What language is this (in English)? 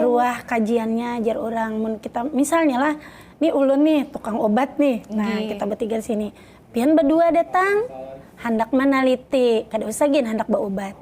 Banjar